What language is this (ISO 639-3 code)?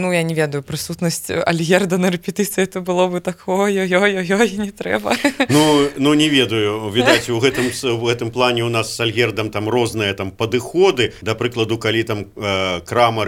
bel